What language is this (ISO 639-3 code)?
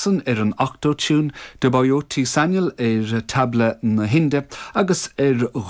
gle